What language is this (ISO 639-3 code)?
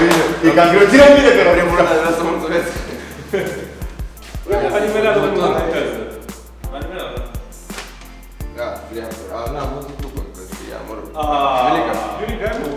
ron